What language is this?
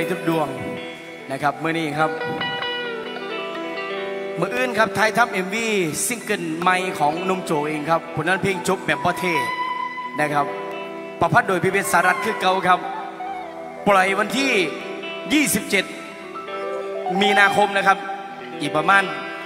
Thai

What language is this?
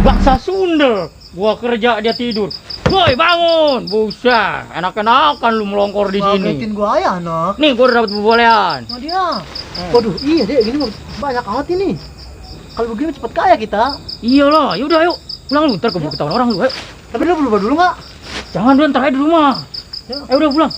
Betawi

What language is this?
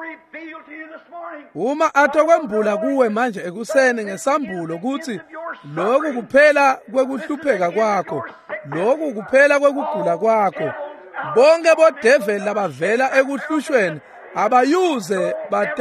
Swati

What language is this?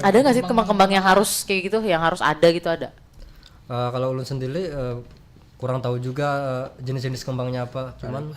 Banjar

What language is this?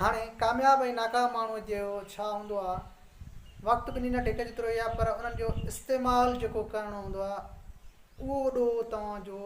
Sindhi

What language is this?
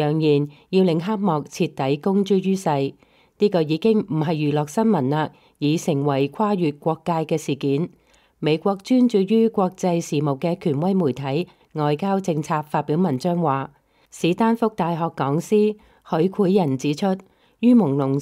Cantonese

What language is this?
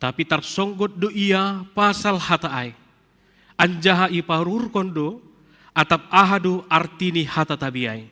Batak Simalungun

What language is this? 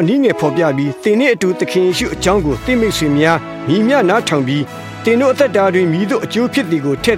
Burmese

